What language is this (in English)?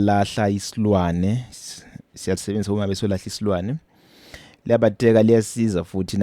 Zulu